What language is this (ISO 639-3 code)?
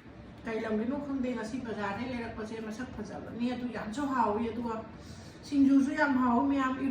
mni